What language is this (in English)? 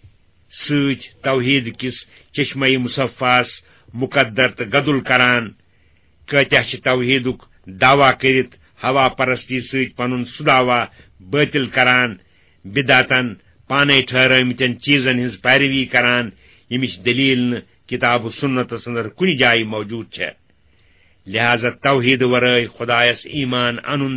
Kashmiri